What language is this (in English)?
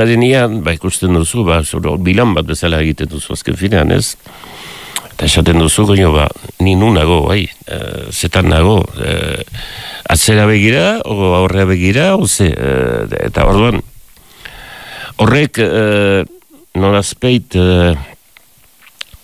Basque